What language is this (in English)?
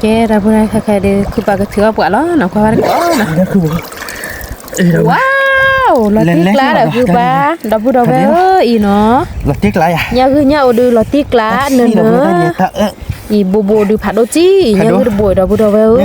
S'gaw Karen